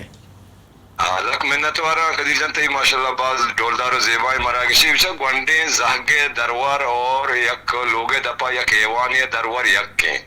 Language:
Eastern Balochi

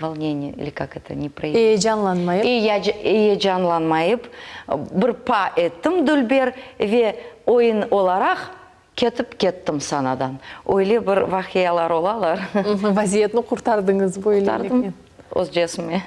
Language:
Crimean Tatar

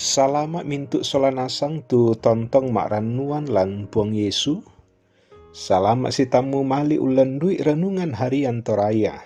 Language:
Toraja-Sa'dan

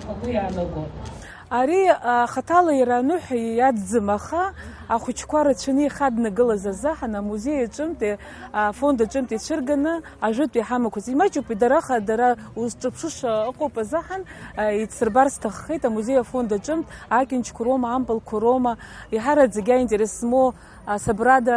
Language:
Abkhazian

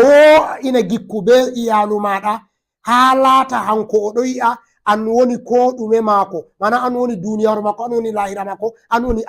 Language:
Fula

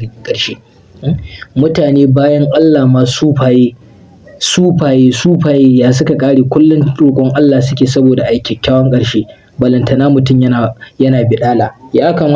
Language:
Hausa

